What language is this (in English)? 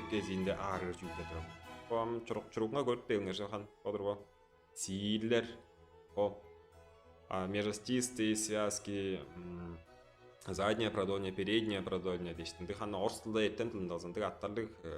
Tuvinian